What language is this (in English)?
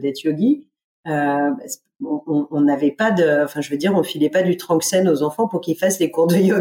French